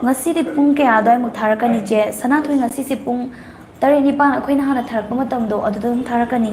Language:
Manipuri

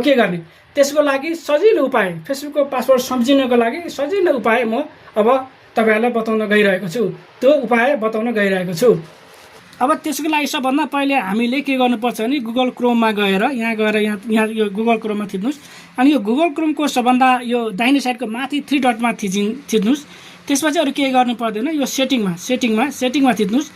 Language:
Nepali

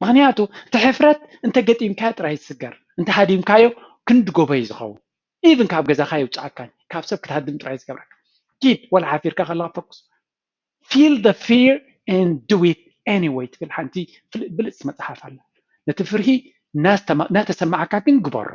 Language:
Tigrinya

